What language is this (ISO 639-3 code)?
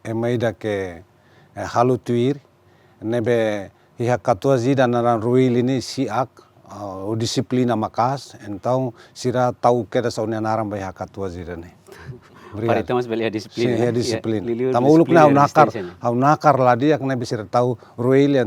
tet